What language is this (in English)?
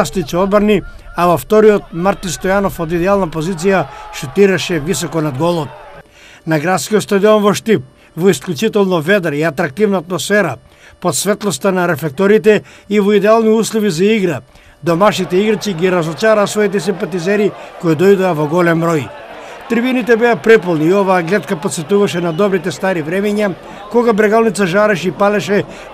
Macedonian